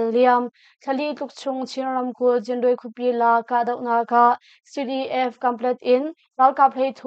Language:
Hakha Chin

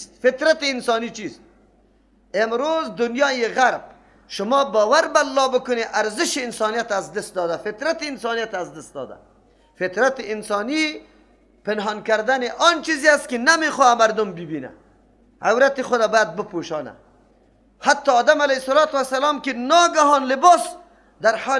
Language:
Persian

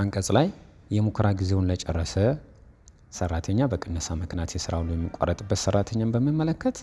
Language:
Amharic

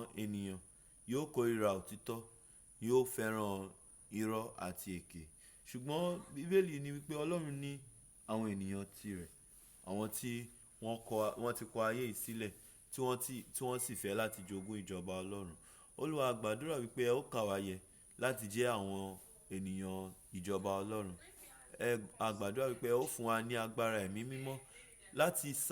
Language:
Yoruba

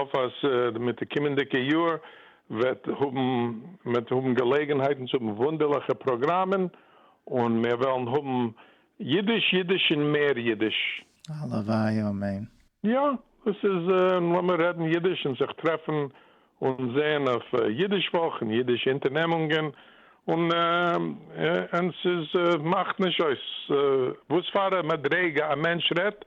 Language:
Yiddish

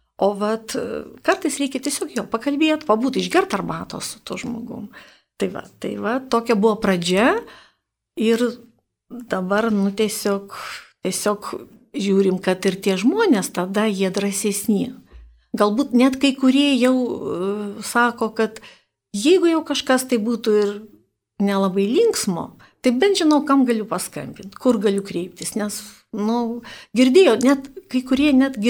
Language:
Lithuanian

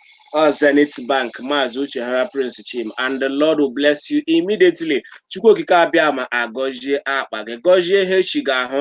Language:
Igbo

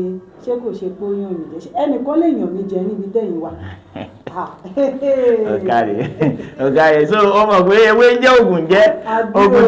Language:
Yoruba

